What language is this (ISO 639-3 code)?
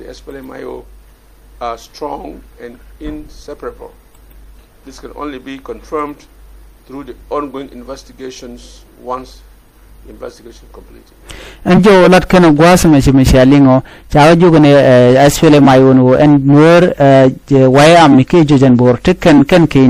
nus